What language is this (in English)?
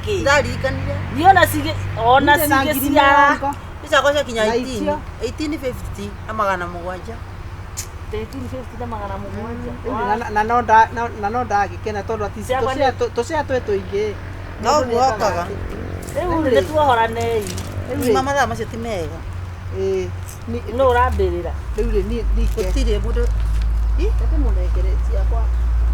Kikuyu